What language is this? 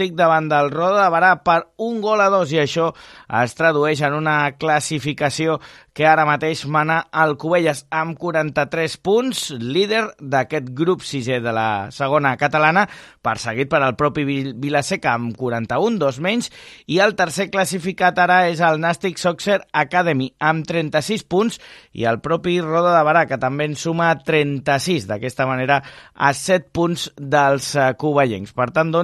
Catalan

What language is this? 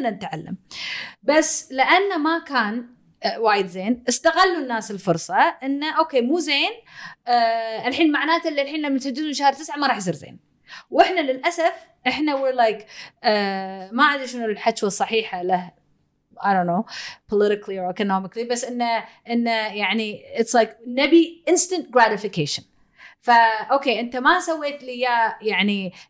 Gulf Arabic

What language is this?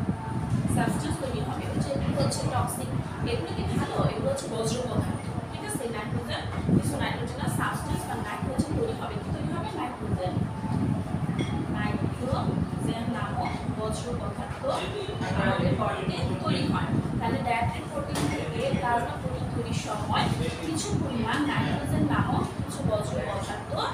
Bangla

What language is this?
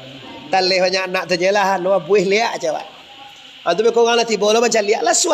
Minangkabau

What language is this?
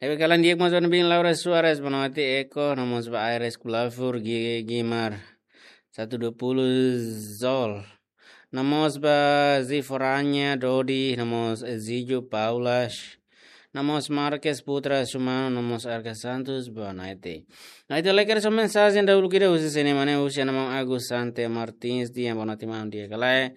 Tetum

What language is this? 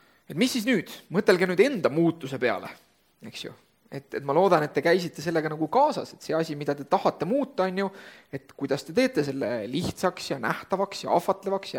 Estonian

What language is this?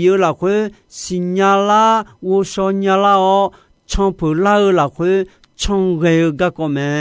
Akha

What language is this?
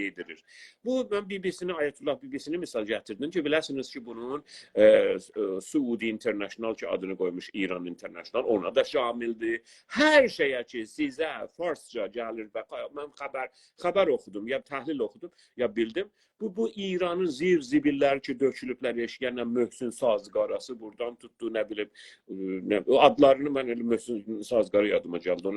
South Azerbaijani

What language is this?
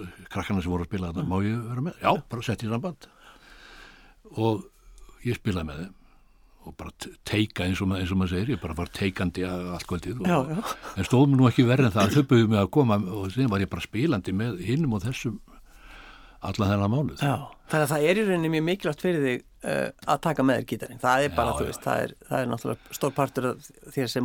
Icelandic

